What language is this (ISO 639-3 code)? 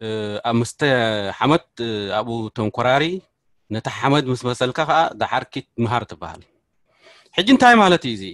tir